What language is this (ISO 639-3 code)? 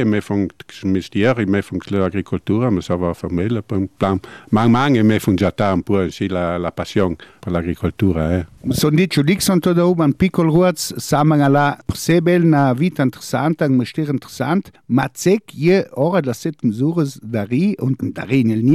ita